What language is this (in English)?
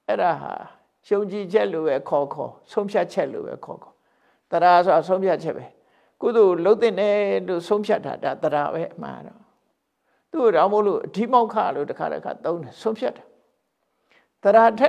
Burmese